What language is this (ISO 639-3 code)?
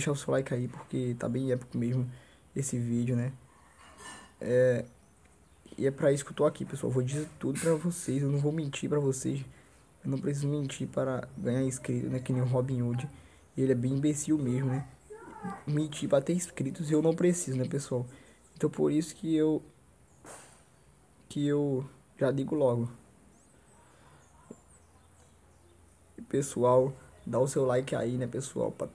por